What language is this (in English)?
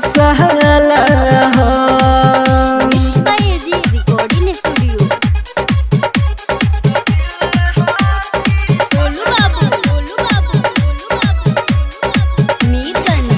Bhojpuri